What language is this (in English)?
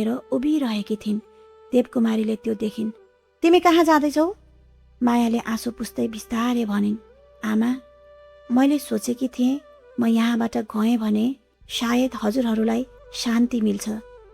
Nepali